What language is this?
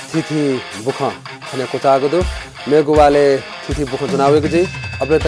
Newari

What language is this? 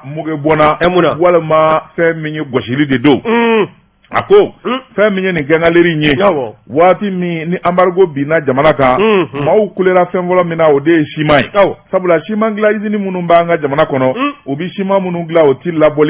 Bambara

